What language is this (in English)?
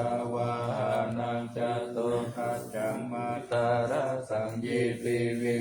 Pali